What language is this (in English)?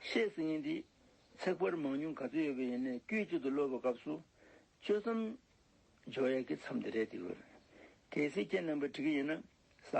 Tibetan